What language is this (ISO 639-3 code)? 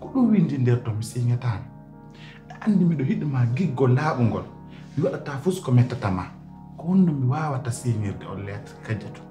fuf